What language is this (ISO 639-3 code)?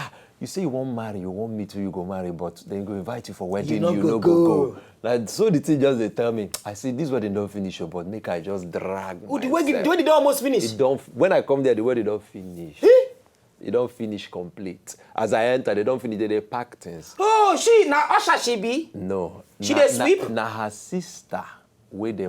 pcm